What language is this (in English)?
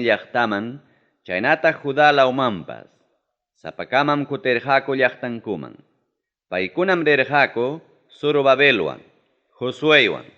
Ayacucho Quechua